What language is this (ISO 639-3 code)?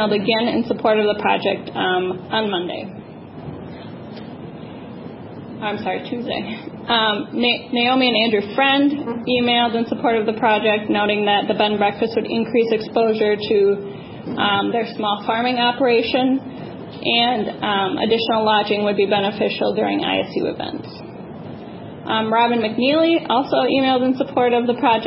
eng